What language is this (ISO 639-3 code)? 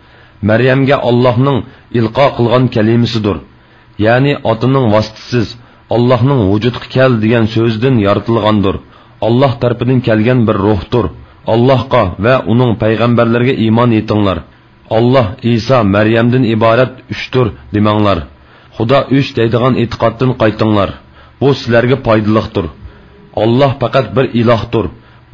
uig